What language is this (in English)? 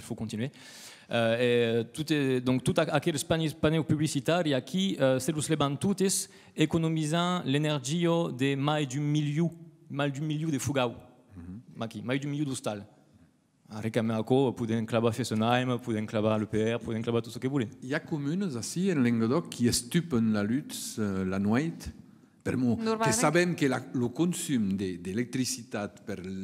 Occitan